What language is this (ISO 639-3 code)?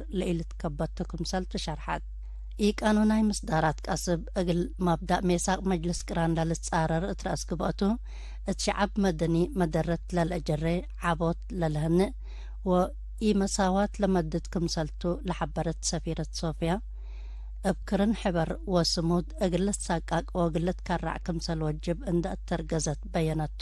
tig